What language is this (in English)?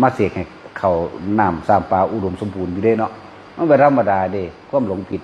Northeastern Thai